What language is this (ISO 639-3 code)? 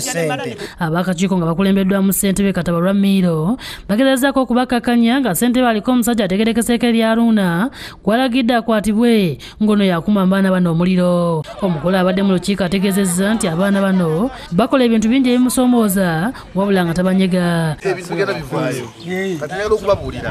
lug